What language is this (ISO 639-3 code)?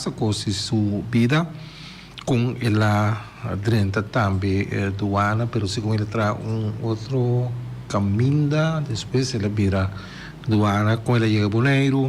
pap